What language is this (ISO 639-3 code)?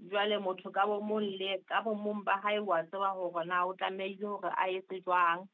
sot